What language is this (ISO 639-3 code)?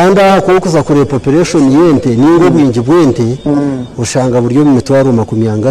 nyn